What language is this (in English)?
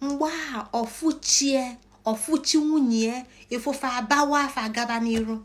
Igbo